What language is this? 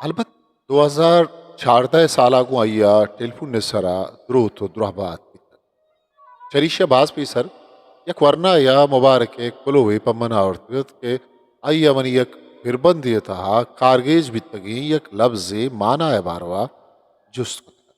Eastern Balochi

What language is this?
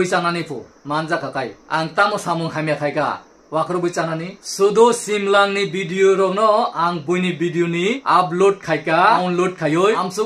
Kok Borok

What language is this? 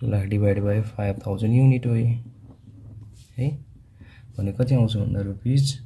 Nepali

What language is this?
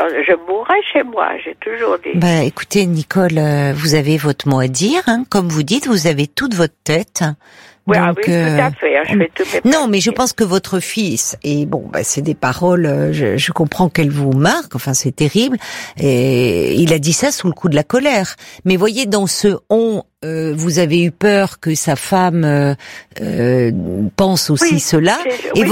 French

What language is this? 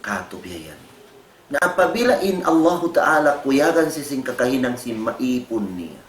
Tausug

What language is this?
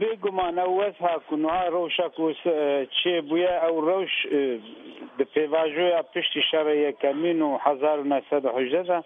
Kurdish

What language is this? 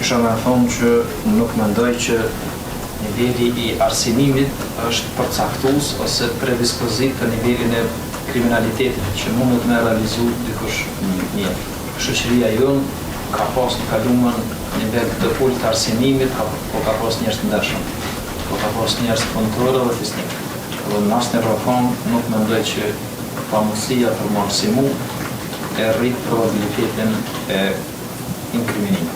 Albanian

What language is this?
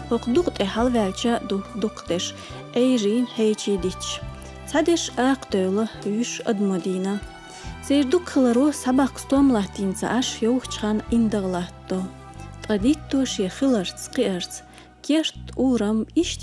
Chechen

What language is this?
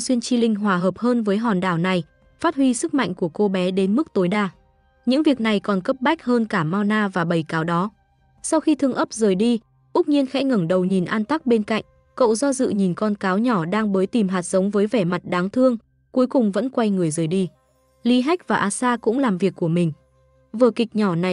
Vietnamese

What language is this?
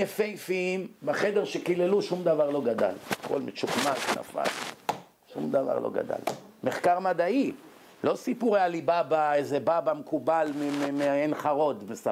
Hebrew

